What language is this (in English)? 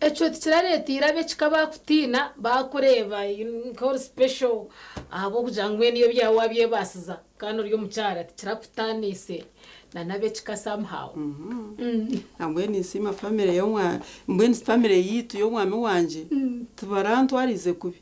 Nyankole